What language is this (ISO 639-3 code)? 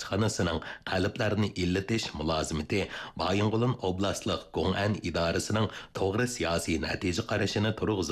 uig